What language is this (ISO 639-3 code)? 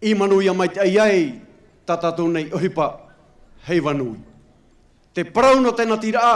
tah